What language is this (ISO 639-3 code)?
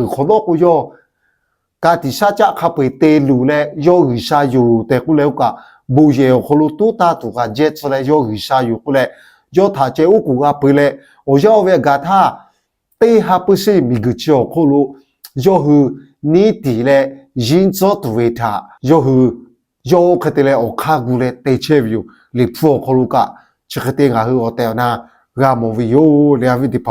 lhu